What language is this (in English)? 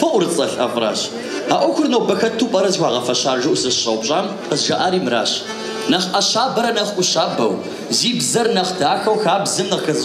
Kabardian